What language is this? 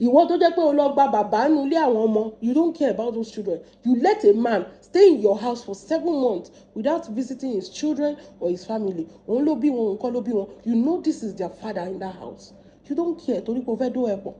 Yoruba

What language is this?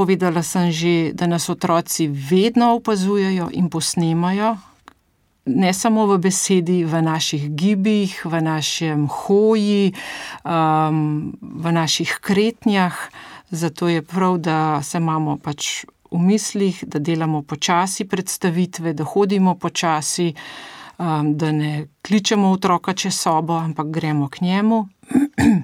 Slovenian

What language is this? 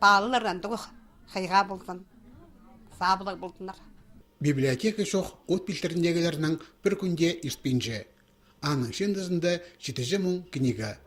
Khakas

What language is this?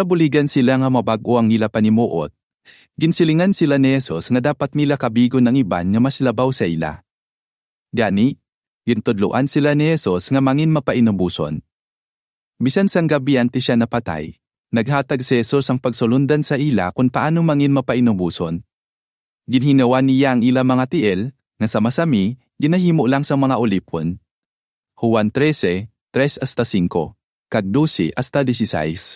Hiligaynon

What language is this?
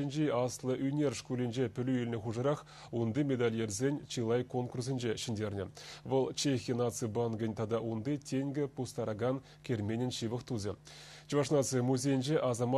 Chuvash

